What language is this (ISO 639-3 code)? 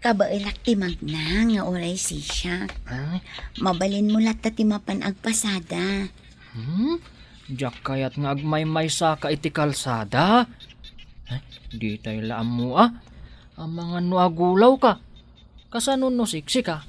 ilo